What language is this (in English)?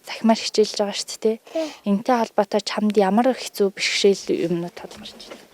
Mongolian